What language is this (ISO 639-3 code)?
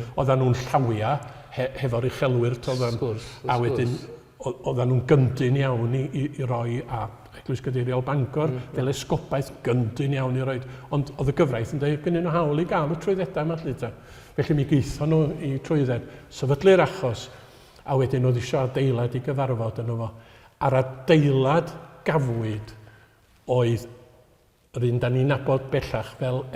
cym